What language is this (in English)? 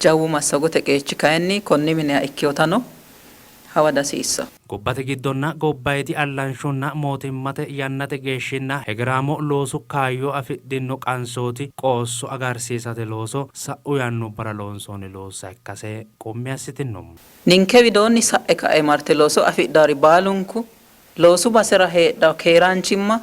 Sidamo